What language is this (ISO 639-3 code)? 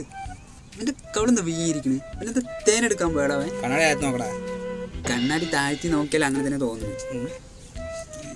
mal